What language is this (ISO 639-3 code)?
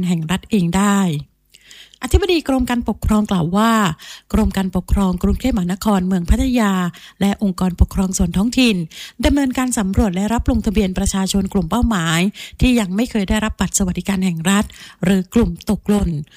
tha